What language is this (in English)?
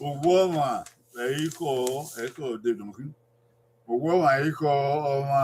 Bini